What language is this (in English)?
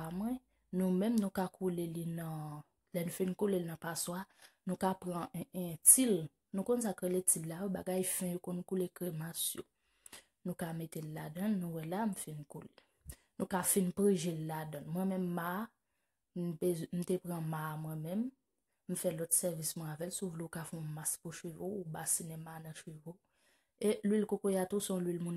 Haitian Creole